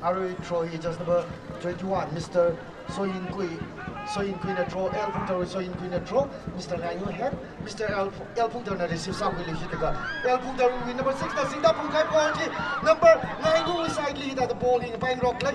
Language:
Tangkhul Naga (India)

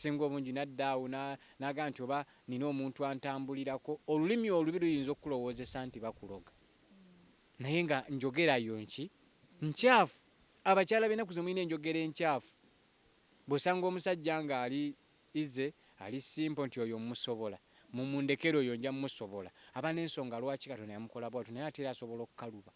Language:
Ganda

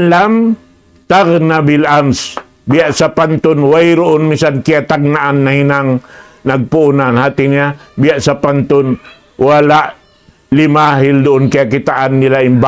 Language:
Tausug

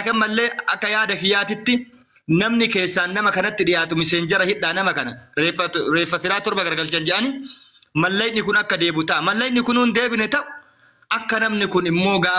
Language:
Oromo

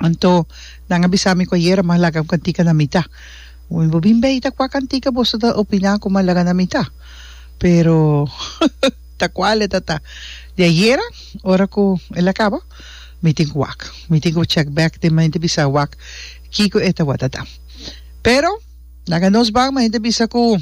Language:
Papiamento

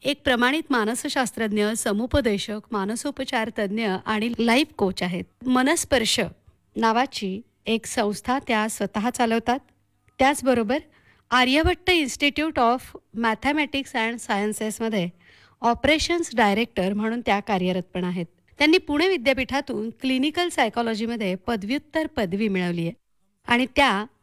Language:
Marathi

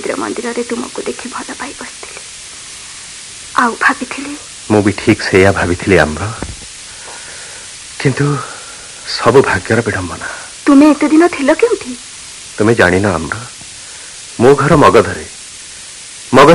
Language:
Odia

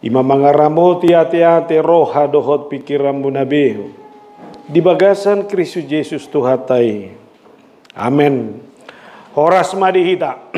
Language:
Batak Toba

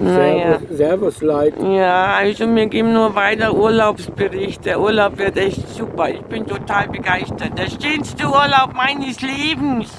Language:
Bavarian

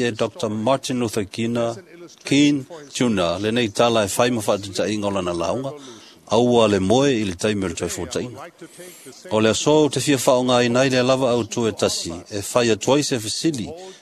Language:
Samoan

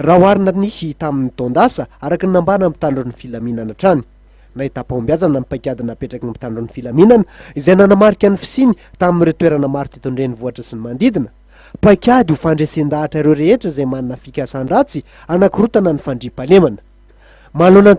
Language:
Malagasy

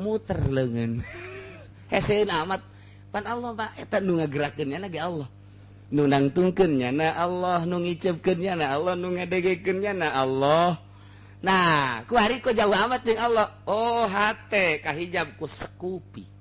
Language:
Sundanese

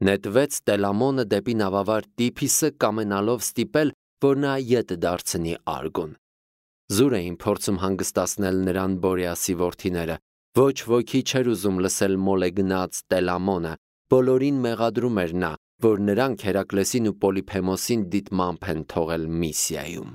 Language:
Armenian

